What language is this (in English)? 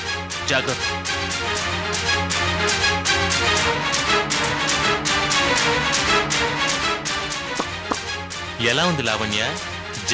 Telugu